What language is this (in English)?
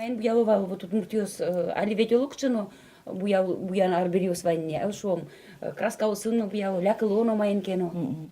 Udmurt